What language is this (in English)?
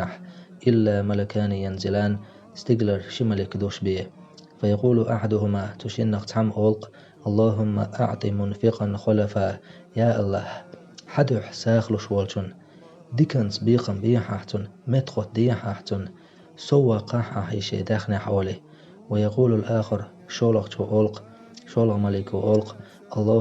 Chechen